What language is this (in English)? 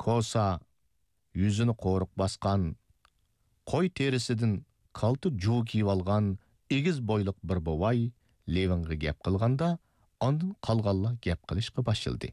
Uyghur